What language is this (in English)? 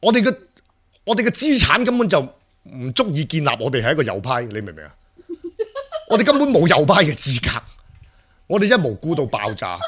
Cantonese